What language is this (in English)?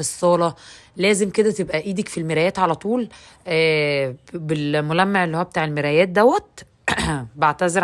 Egyptian Arabic